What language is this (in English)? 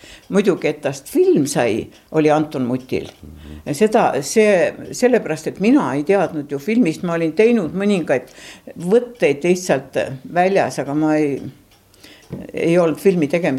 Estonian